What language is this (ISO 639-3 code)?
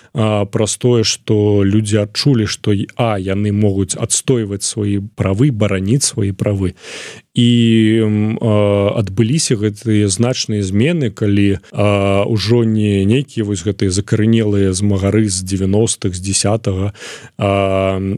bel